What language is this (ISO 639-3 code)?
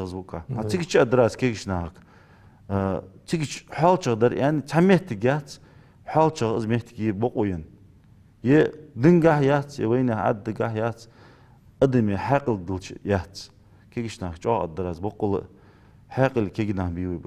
inh